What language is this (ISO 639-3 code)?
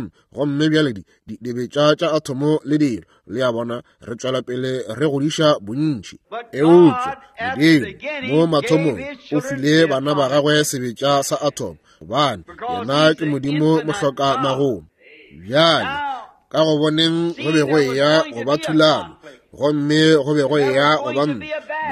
nso